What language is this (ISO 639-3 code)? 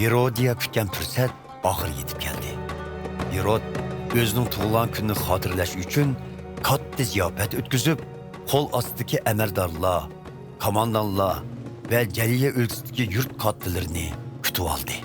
uig